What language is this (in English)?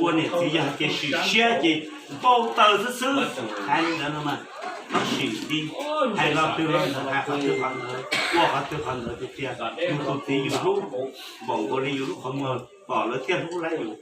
Hmong